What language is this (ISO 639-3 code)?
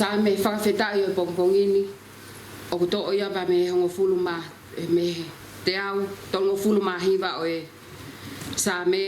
ton